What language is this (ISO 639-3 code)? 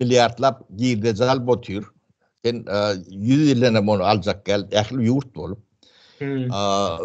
tuk